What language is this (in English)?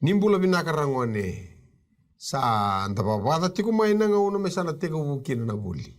Fijian